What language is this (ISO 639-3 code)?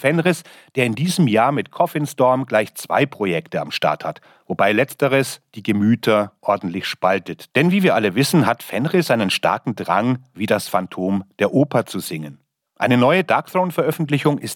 deu